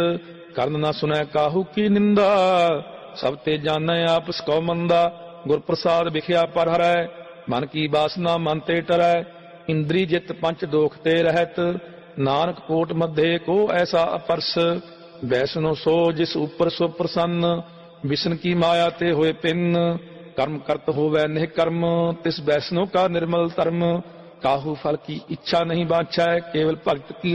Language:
Punjabi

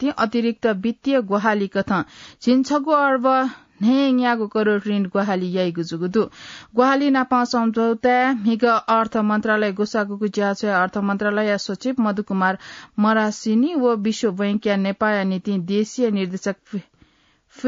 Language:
Newari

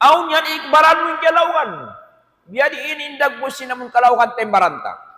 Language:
Tausug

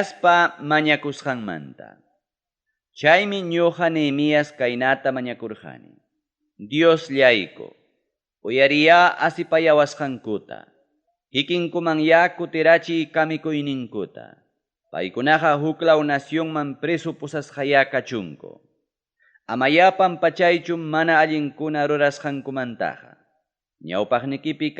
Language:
Ayacucho Quechua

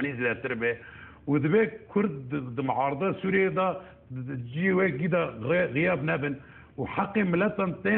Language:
Kurdish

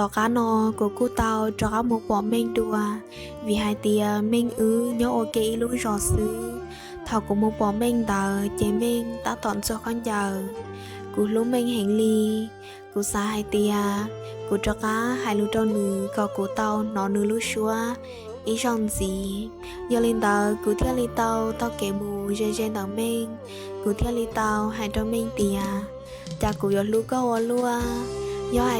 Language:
Hmong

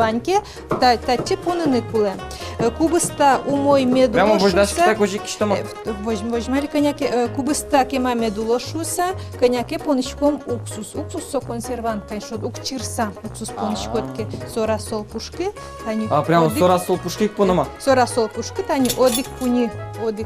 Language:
Udmurt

